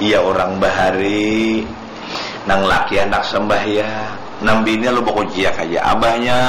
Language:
Banjar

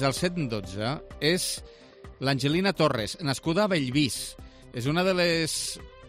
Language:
Catalan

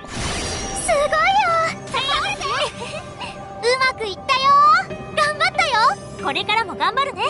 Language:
Japanese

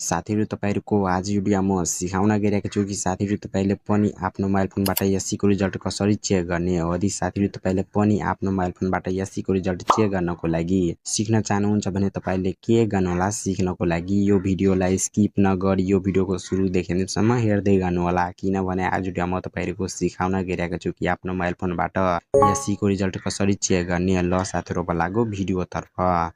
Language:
Nepali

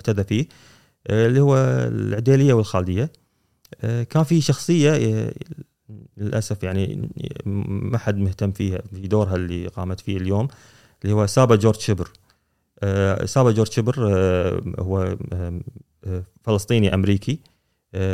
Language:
Gulf Arabic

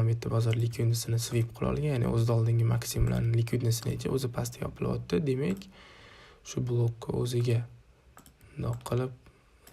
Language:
Uzbek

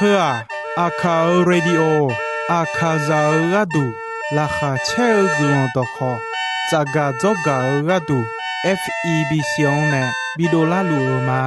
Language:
Akha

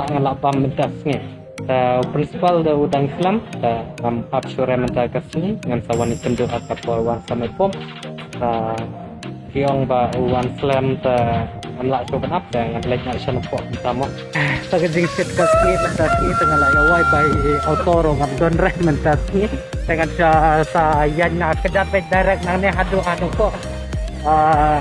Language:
Khasi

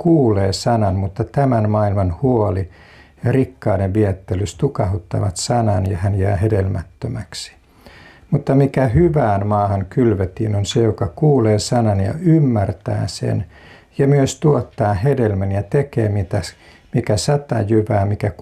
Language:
Finnish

